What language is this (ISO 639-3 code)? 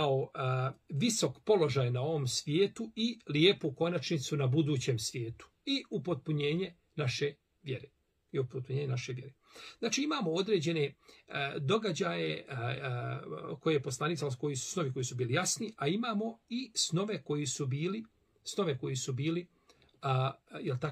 bos